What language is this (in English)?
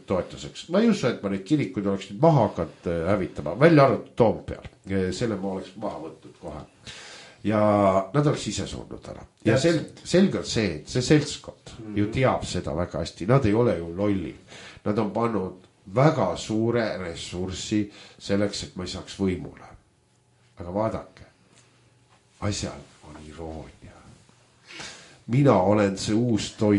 Estonian